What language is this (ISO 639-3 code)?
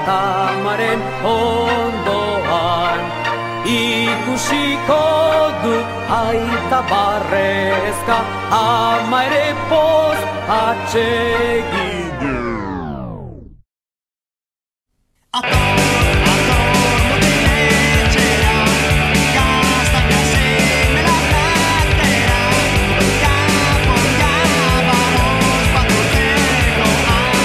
eus